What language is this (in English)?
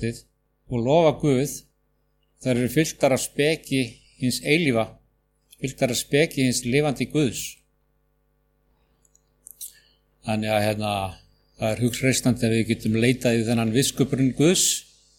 Icelandic